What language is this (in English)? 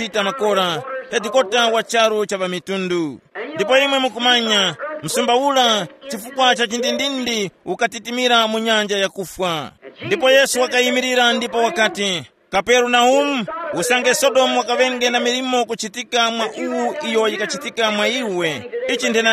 Tumbuka